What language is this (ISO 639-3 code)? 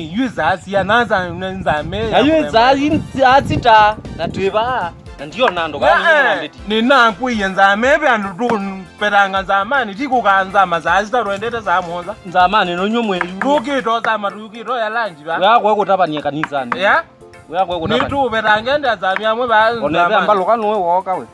kam